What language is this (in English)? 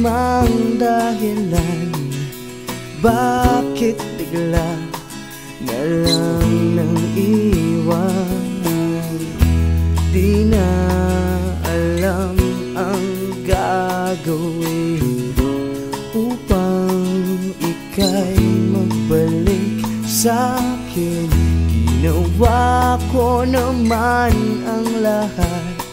Filipino